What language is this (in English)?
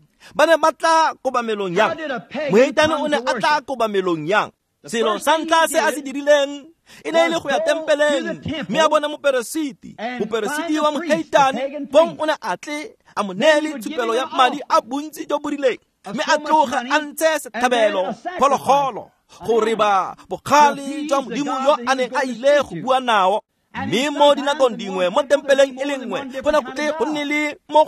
Tswana